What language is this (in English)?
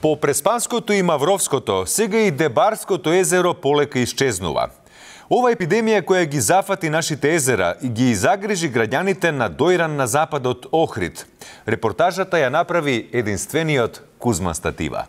Macedonian